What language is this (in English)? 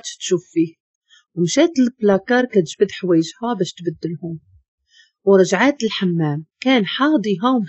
Moroccan Arabic